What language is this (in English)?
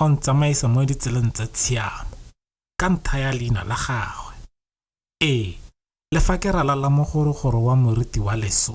Tswana